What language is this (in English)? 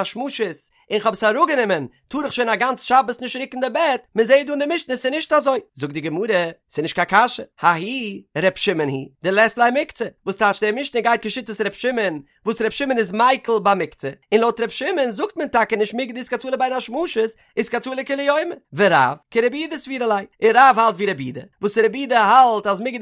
Yiddish